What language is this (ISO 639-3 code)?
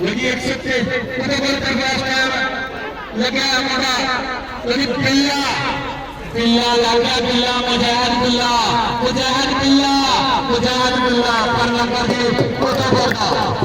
skr